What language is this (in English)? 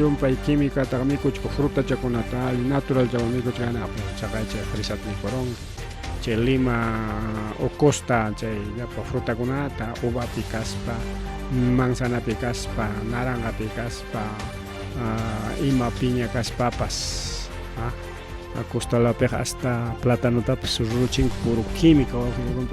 Ayacucho Quechua